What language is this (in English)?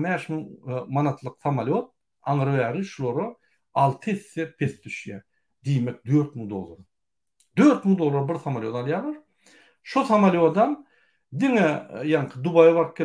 Turkmen